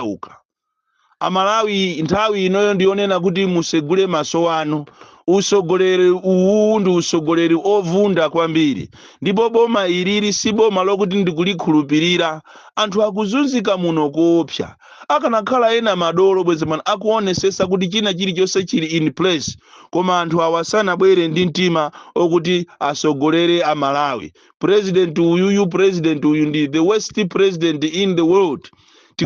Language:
Nyanja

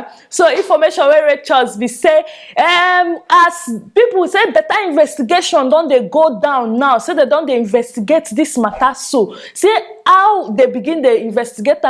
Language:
Nigerian Pidgin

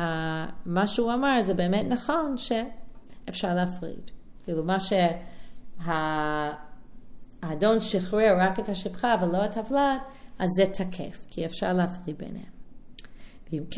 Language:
Hebrew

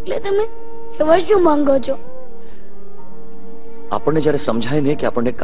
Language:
Gujarati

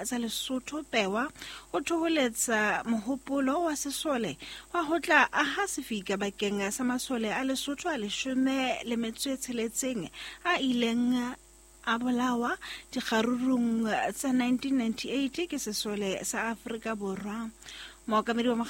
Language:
Southern Sotho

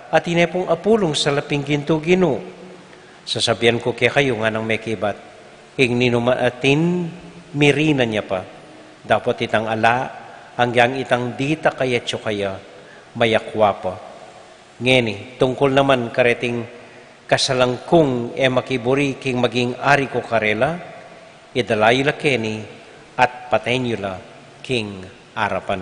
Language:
Pampanga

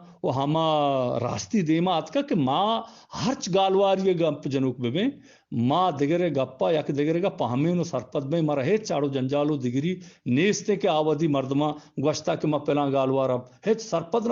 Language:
Eastern Balochi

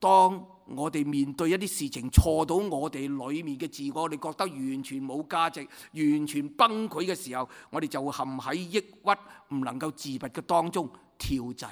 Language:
Cantonese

